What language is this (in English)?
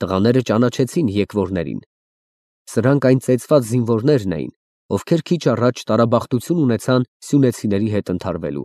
Armenian